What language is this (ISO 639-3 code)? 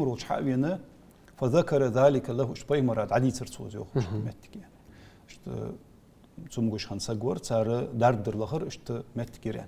inh